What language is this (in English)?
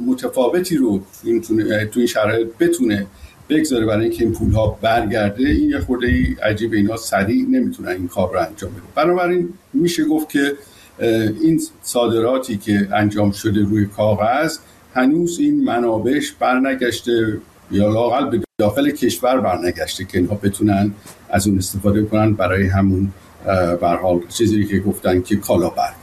Persian